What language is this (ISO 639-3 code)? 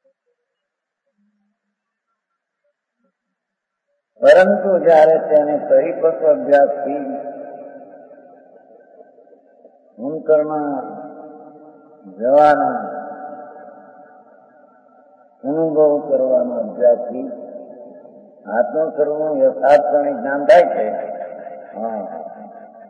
guj